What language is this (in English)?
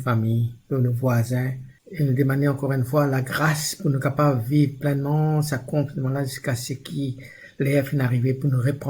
Morisyen